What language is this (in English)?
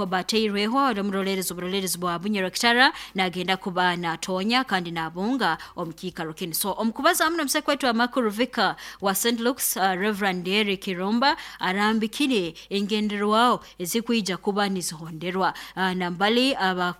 Nyoro